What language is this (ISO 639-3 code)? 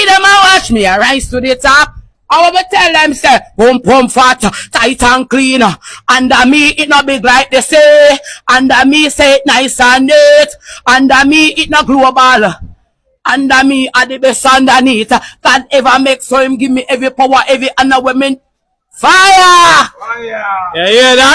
jam